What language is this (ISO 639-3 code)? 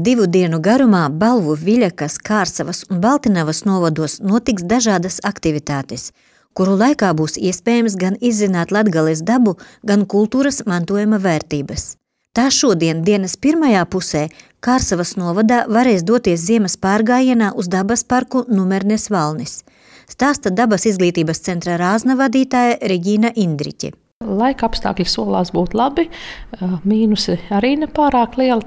lav